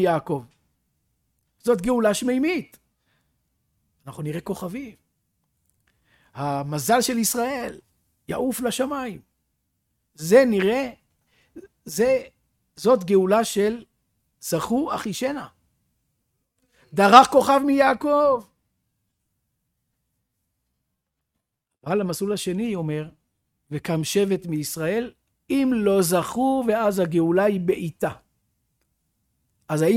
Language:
Hebrew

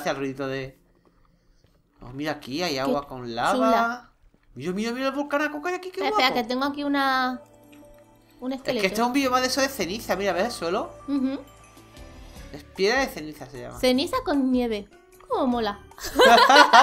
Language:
Spanish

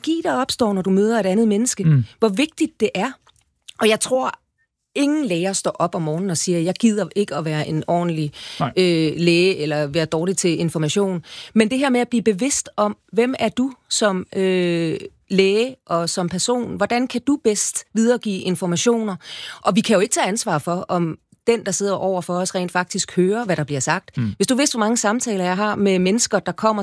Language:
Danish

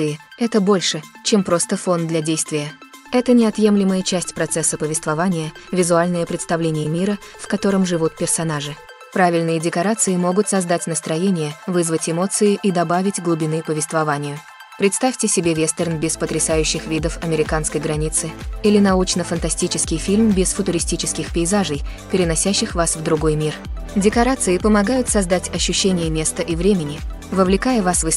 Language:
Russian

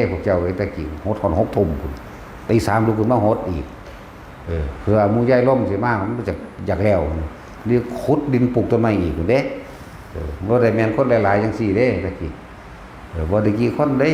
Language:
Northeastern Thai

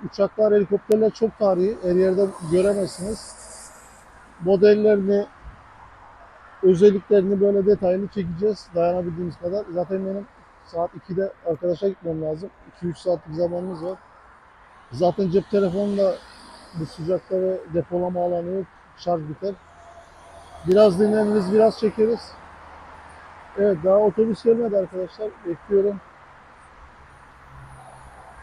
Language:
Turkish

